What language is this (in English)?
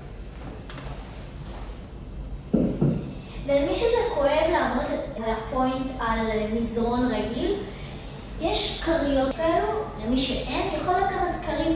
Hebrew